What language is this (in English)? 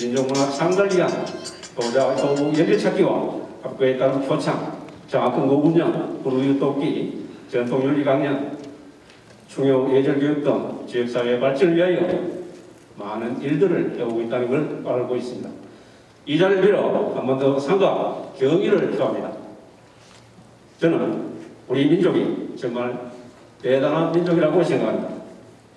Korean